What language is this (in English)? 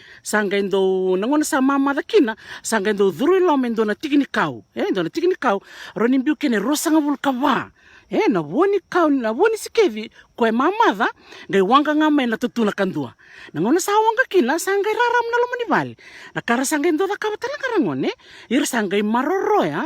Fijian